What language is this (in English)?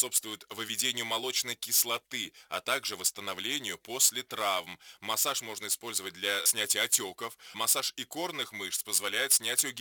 Russian